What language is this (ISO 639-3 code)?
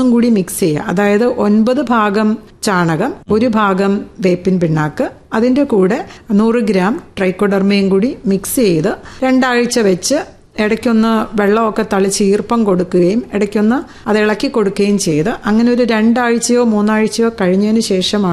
mal